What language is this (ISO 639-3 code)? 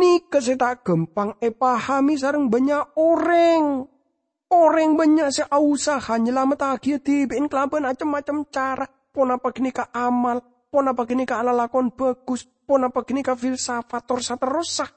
mad